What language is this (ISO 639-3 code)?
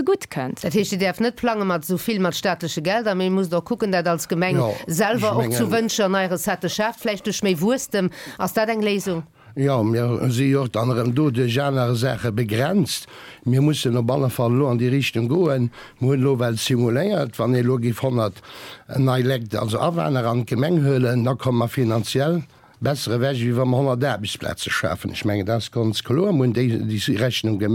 ltz